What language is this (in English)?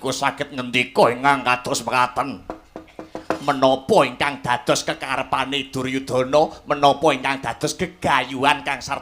Javanese